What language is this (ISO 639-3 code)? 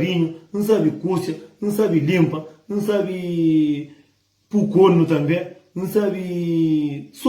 kea